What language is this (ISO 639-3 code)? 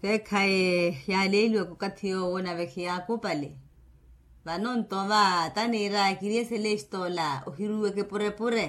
vmw